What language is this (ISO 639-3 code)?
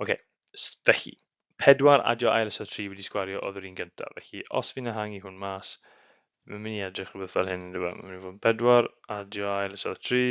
cym